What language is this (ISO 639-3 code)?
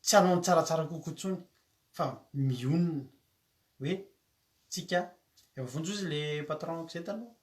mlg